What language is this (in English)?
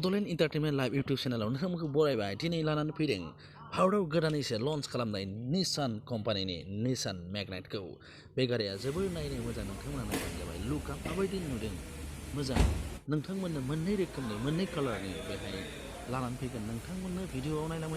Bodo